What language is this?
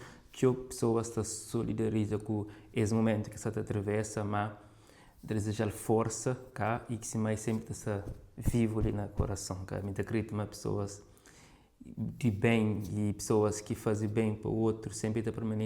Kabuverdianu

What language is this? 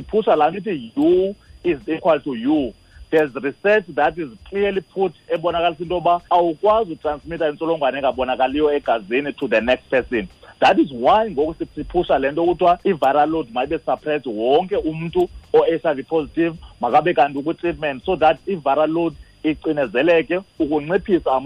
Xhosa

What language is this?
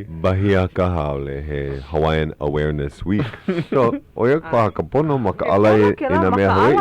Hawaiian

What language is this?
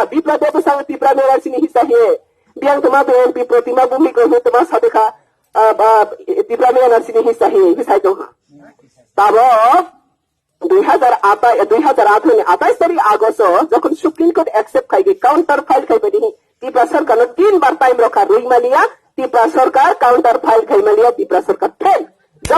Riang (India)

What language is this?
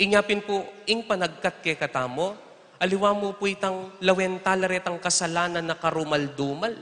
Pampanga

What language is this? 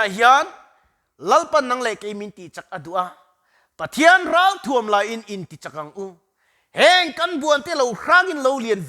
Mizo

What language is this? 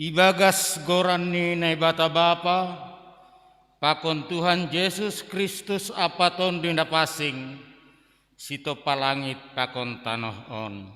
Batak Simalungun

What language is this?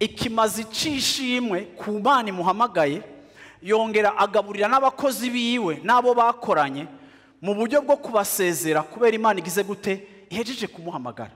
Rundi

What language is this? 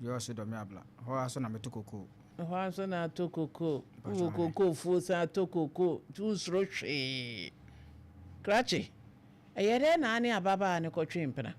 Akan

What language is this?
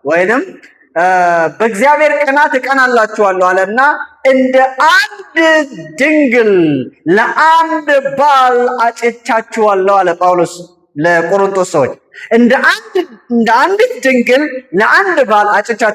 Amharic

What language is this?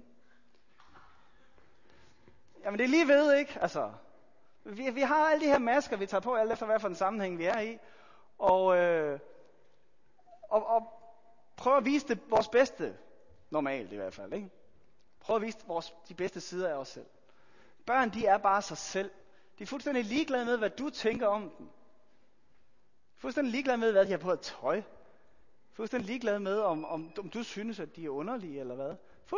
Danish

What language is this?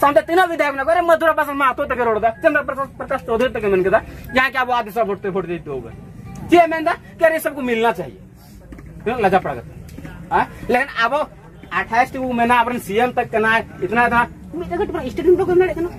Santali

